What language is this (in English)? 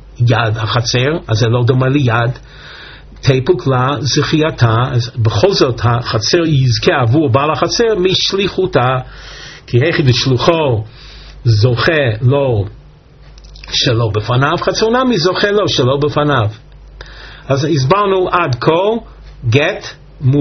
Hebrew